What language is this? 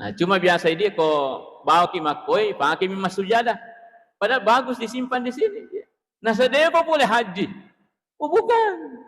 Buginese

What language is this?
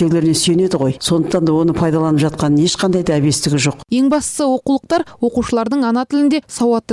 Kazakh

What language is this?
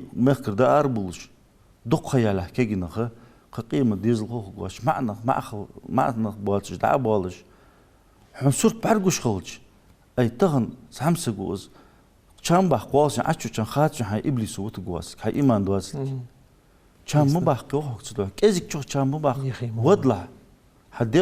Ingush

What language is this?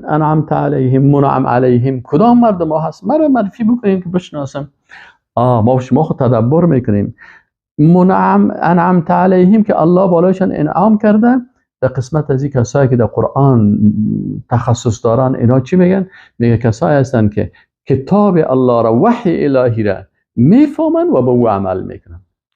Persian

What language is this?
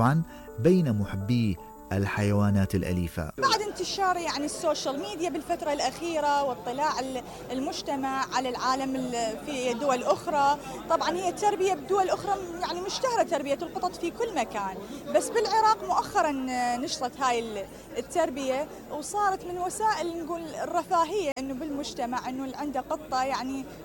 Mesopotamian Arabic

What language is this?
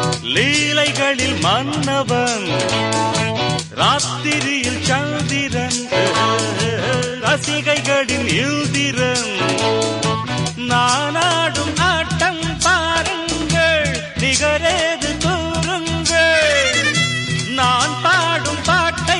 Tamil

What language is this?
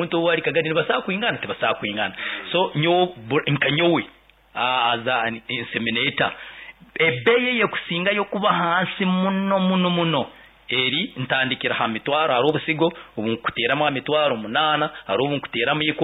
Nyoro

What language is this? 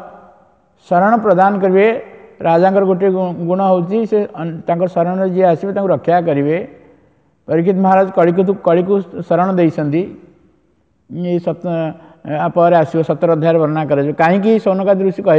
Odia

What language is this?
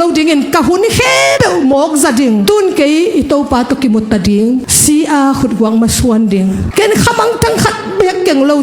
Tedim Chin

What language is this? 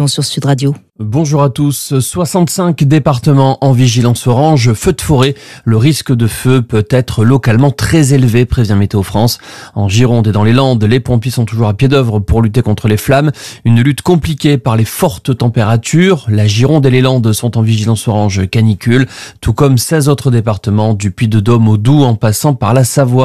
French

